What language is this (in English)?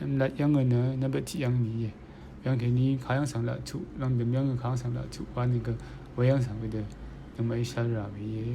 Rawang